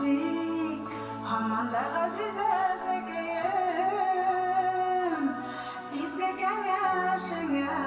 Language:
Bashkir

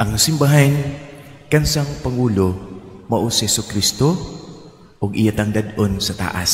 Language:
Cebuano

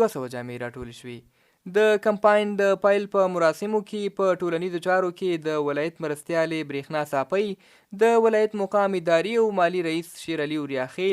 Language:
Pashto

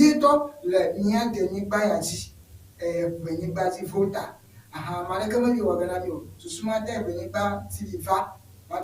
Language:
Ewe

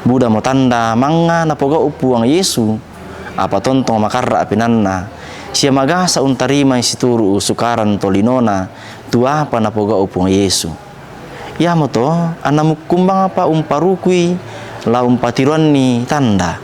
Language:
Toraja-Sa'dan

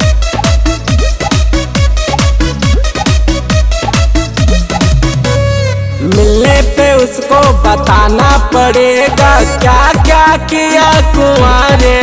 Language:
Bhojpuri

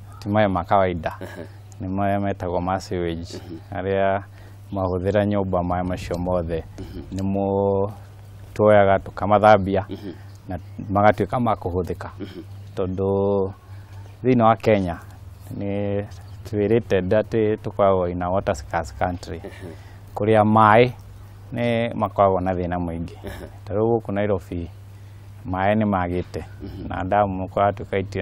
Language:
Kikuyu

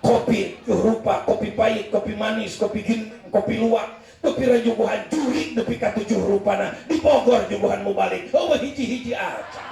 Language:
Sundanese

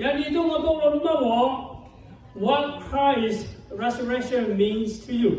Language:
Lahu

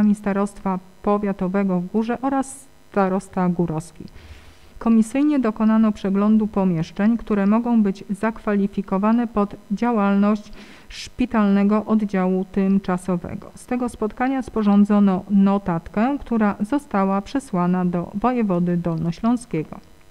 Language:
Polish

